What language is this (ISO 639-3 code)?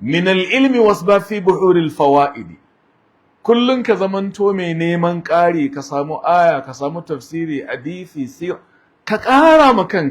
hau